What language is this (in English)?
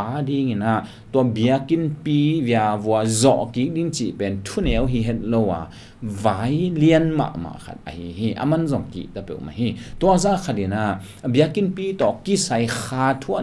Tedim Chin